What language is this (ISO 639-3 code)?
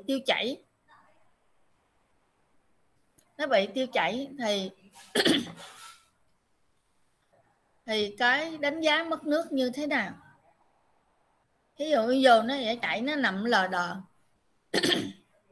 vie